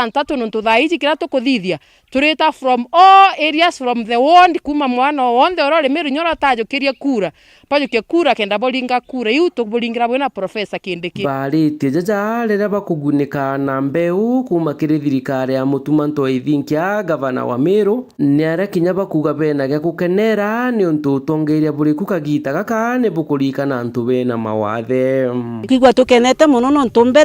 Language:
Meru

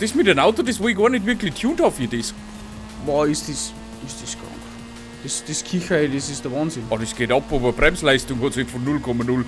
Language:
Bavarian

